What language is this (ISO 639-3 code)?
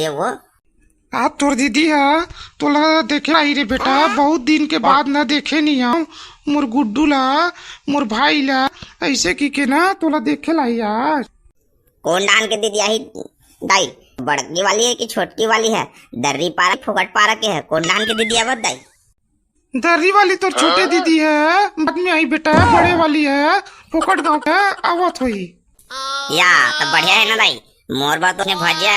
hne